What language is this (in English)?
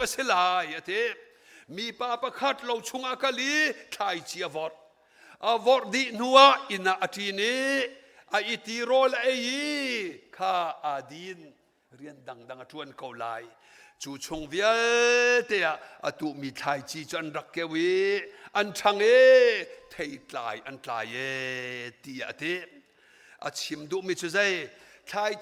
Hakha Chin